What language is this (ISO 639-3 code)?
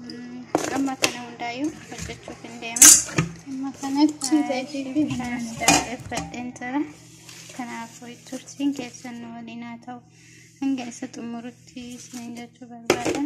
orm